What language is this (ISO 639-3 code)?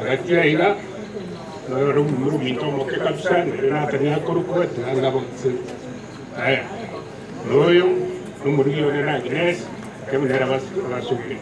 guz